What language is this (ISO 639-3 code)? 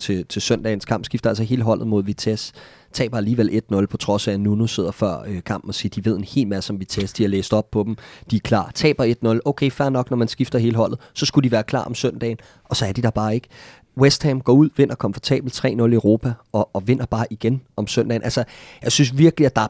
dan